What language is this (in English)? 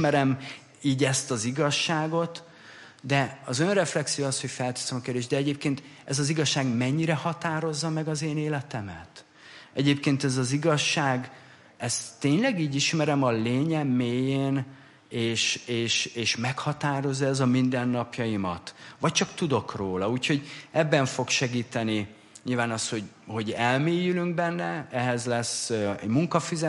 Hungarian